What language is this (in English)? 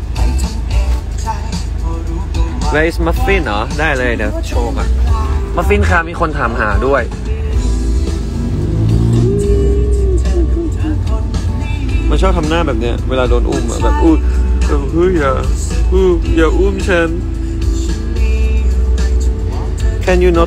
Thai